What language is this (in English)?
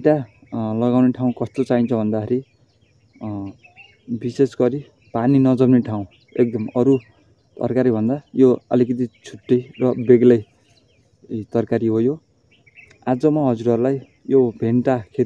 Nepali